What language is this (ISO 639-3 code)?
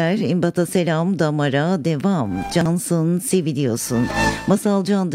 tur